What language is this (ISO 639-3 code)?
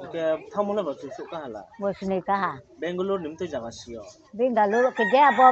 ria